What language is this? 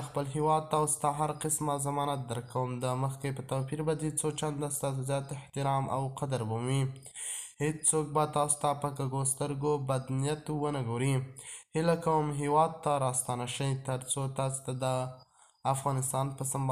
Pashto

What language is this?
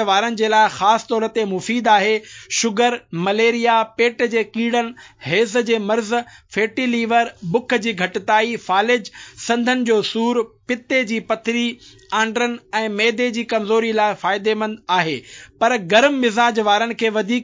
Sindhi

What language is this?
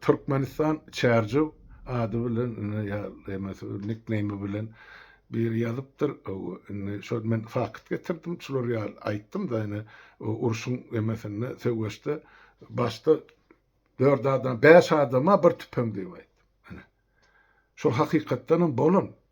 Turkmen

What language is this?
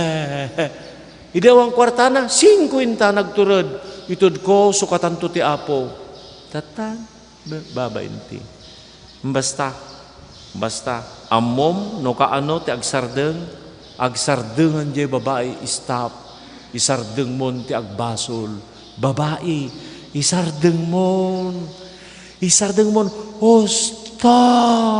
Iloko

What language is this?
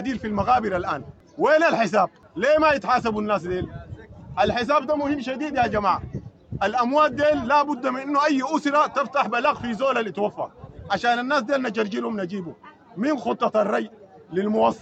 Sudanese Arabic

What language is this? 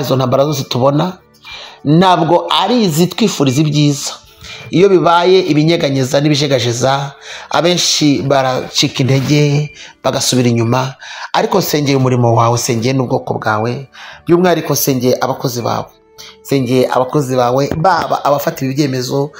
Kinyarwanda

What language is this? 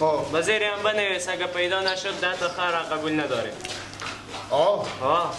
Persian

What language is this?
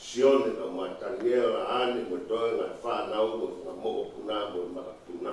Tongan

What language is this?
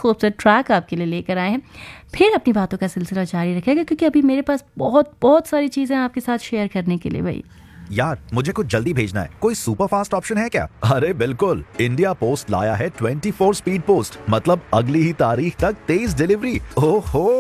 Hindi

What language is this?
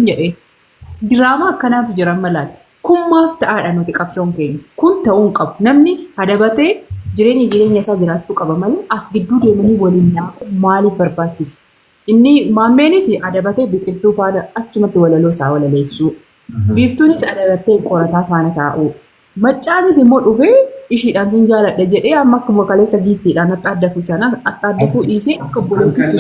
Oromo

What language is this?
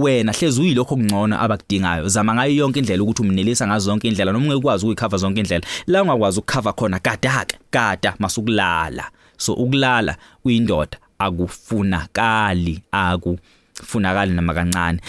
Zulu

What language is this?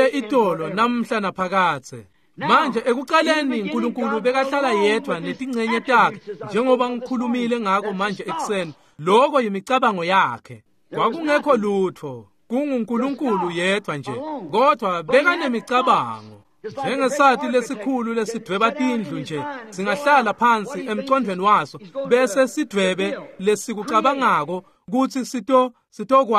Swati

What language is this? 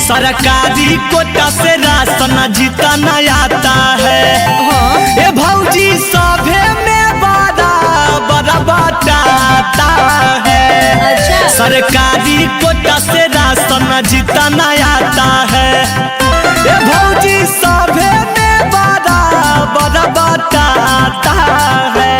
Magahi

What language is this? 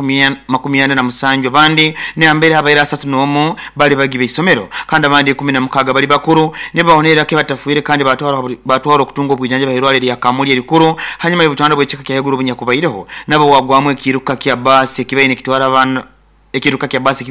Nyoro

